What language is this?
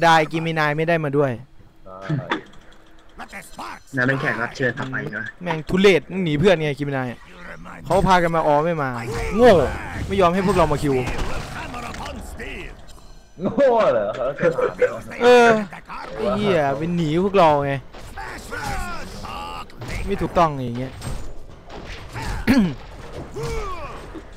Thai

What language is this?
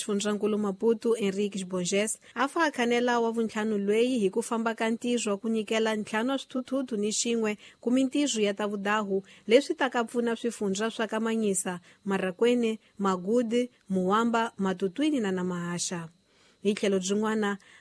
Tsonga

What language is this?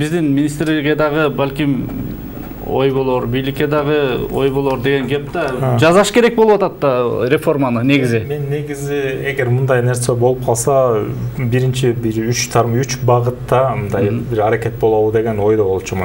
Kyrgyz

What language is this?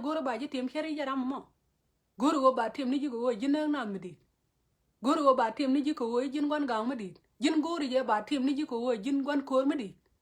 Nuer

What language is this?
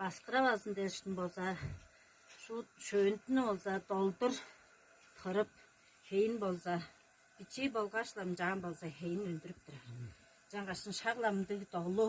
Tuvinian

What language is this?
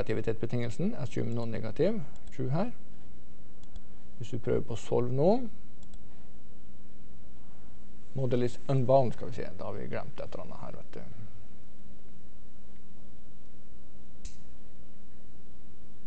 Norwegian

